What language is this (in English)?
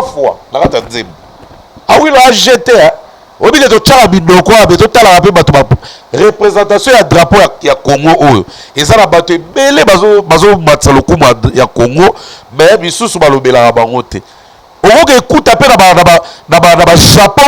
Lingala